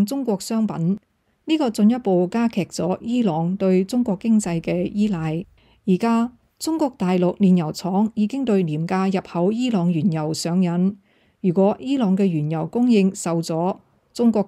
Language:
Cantonese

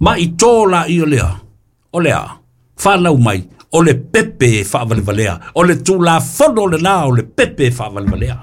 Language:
Samoan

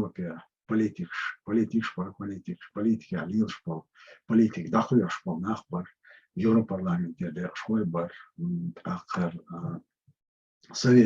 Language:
Chechen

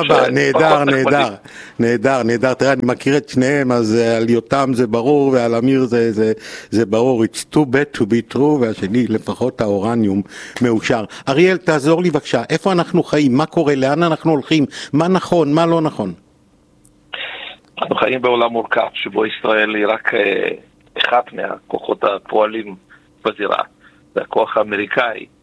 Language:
Hebrew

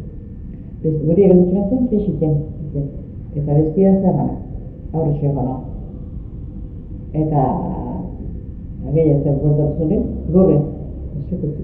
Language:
Basque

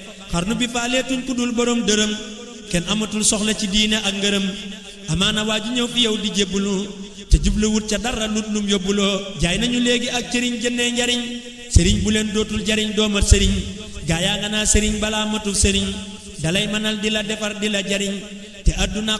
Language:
Wolof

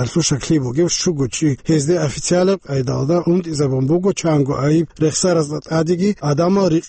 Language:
Avaric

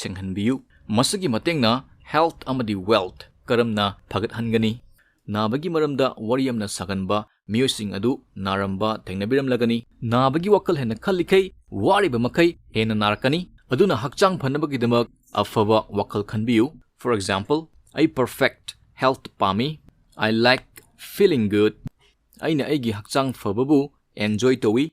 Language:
Manipuri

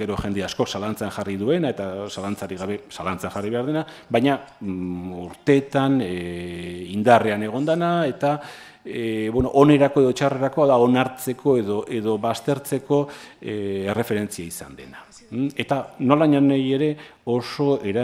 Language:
Basque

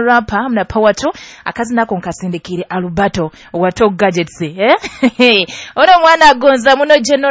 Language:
Nyoro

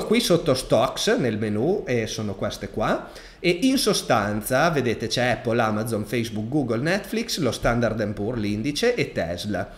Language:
Italian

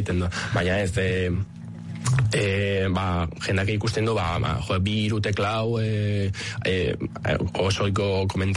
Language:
Basque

